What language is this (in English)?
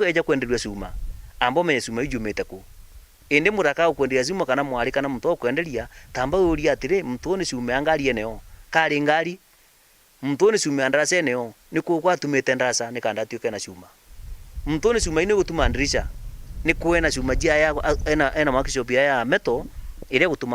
Meru